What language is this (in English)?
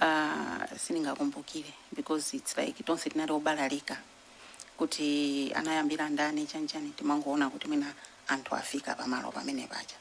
Nyanja